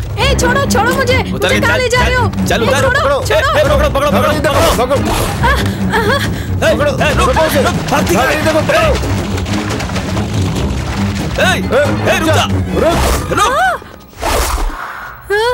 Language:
Hindi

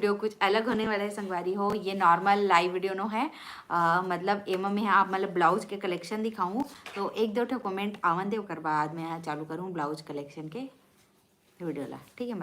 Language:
Chhattisgarhi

